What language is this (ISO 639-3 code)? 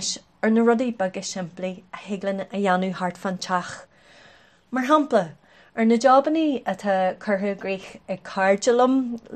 gle